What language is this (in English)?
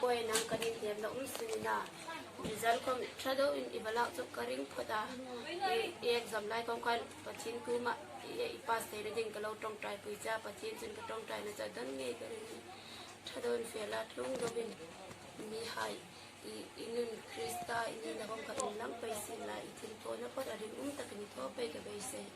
Hmar